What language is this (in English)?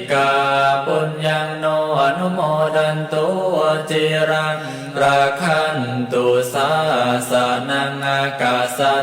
Pali